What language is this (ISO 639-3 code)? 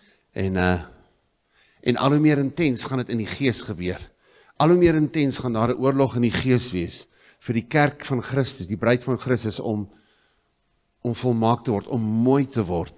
afr